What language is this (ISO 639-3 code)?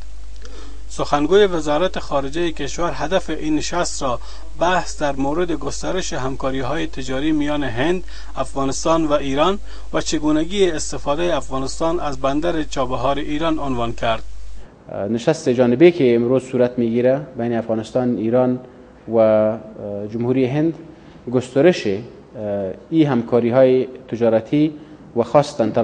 fas